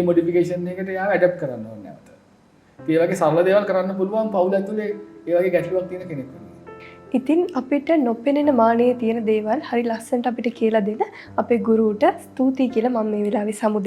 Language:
Sinhala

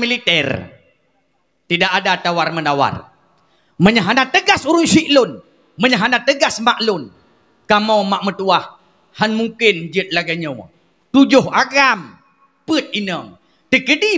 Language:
Achinese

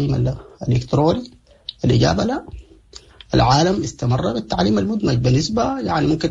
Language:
Sudanese Arabic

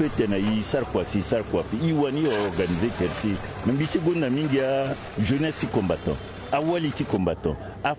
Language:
Sango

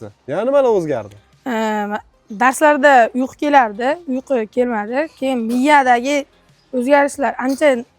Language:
Uzbek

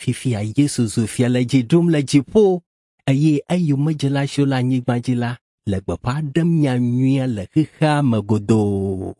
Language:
Ewe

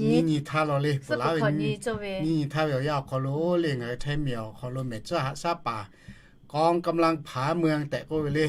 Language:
Lahu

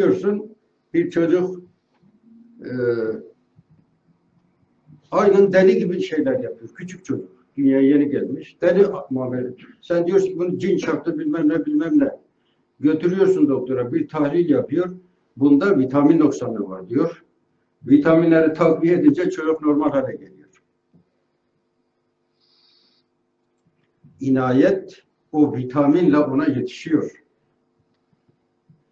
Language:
Turkish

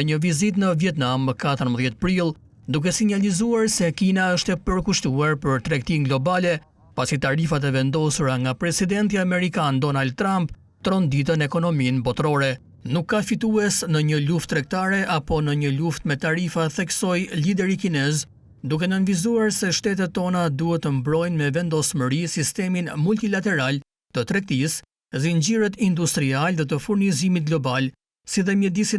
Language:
Albanian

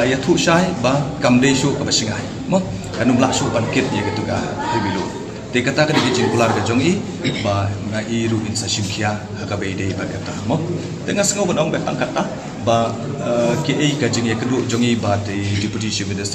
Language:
Khasi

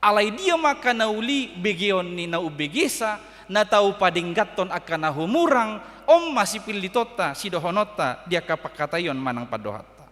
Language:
Batak Toba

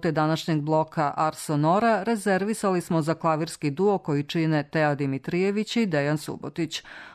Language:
Serbian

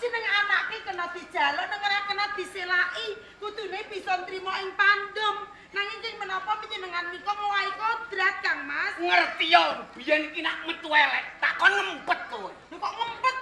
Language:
Javanese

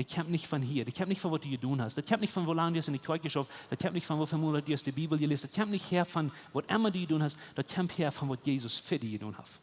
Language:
Plautdietsch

